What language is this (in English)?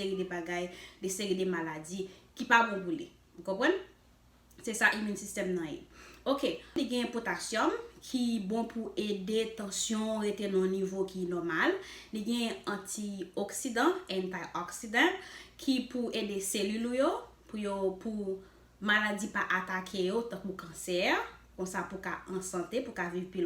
Haitian Creole